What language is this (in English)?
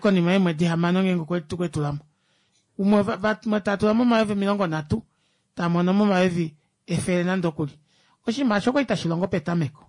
Kuanyama